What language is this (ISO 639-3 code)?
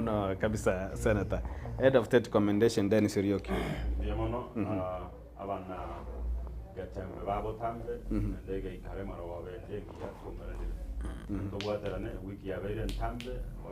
guz